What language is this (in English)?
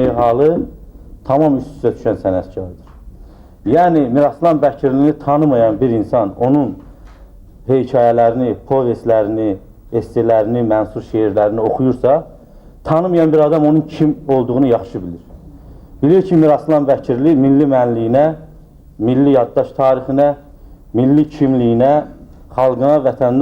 Azerbaijani